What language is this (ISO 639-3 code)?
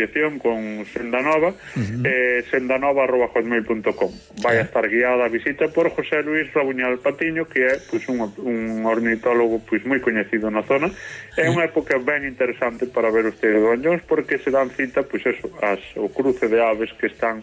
glg